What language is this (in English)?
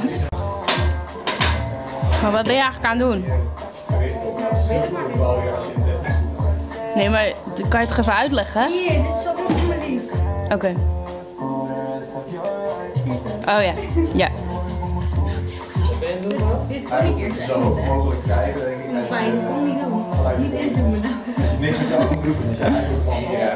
Dutch